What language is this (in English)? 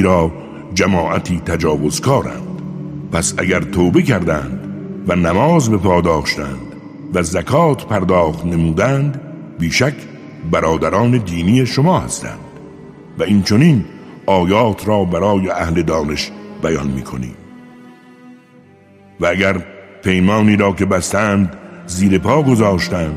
Persian